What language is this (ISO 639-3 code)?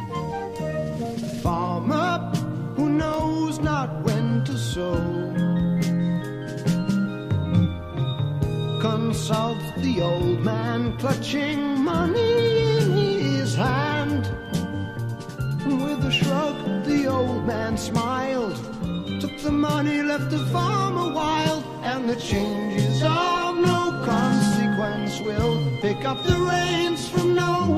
eng